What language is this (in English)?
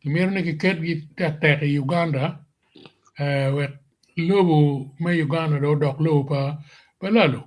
Acoli